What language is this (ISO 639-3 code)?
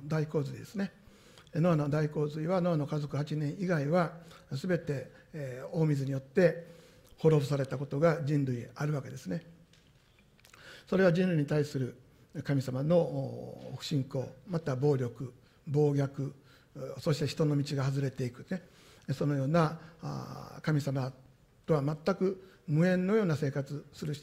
jpn